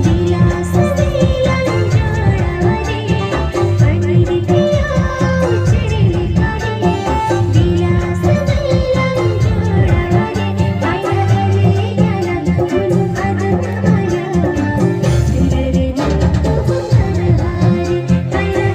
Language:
Santali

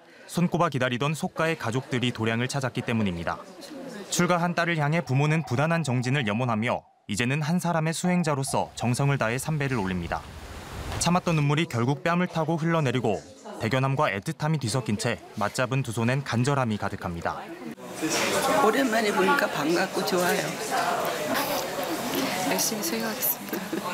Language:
Korean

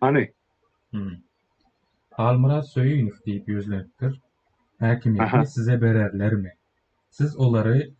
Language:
Turkmen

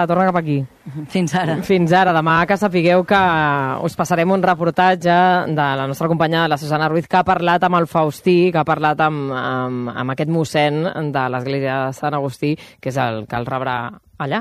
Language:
Catalan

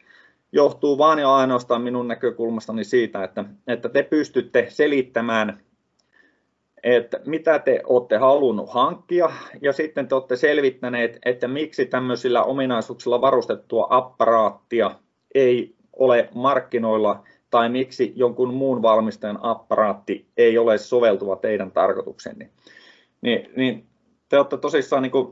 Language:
Finnish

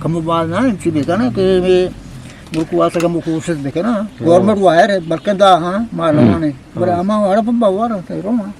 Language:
Eastern Balochi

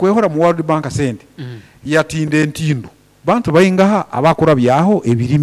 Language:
Nyoro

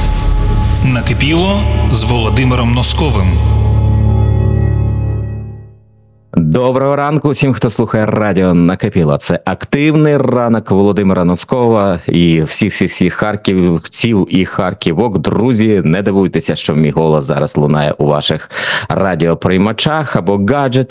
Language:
Ukrainian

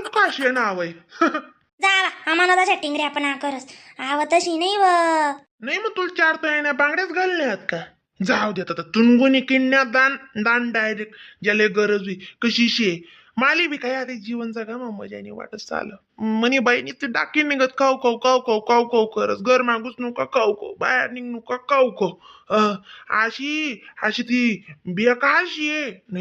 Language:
Khandesi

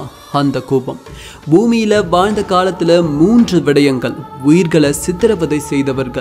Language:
Tamil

